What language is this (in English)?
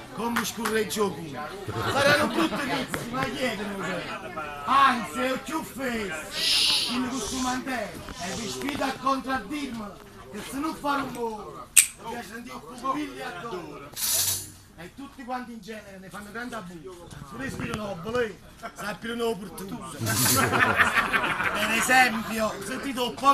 Neapolitan